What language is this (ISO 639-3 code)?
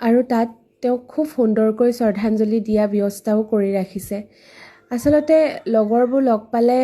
asm